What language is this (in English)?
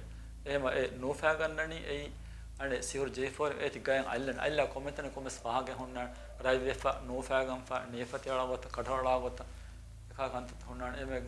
Divehi